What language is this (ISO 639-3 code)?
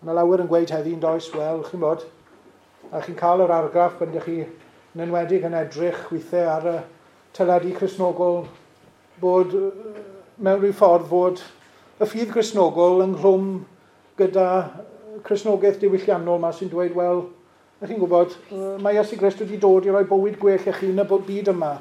cym